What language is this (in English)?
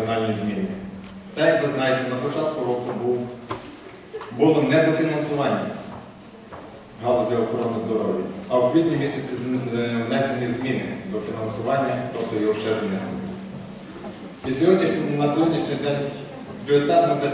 Ukrainian